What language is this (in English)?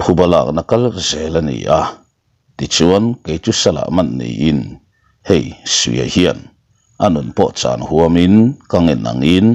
Mizo